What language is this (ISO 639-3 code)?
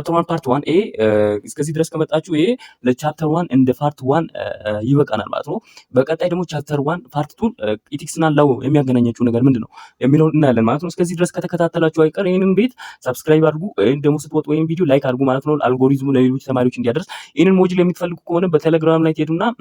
amh